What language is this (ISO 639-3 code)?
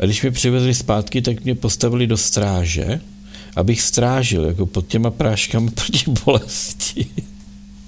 ces